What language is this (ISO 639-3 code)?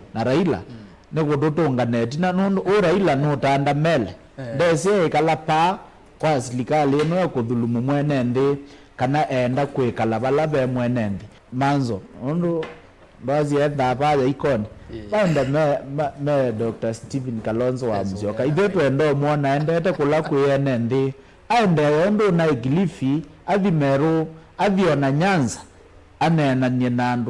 kam